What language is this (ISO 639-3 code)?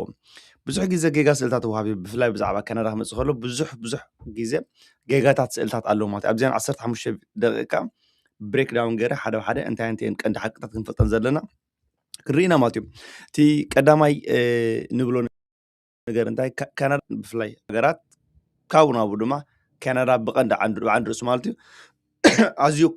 tir